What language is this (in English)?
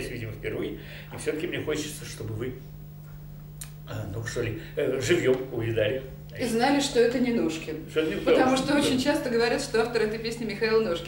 Russian